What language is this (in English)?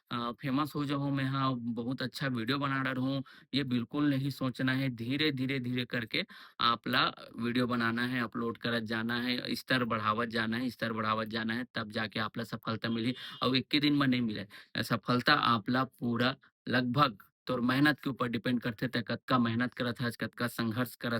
Chhattisgarhi